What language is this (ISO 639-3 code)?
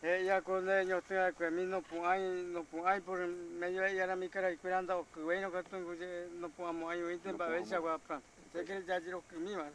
grn